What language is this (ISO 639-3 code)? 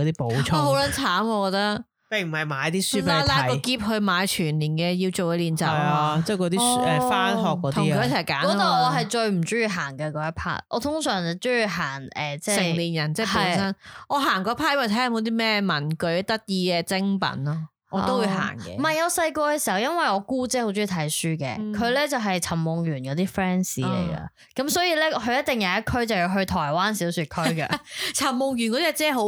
yue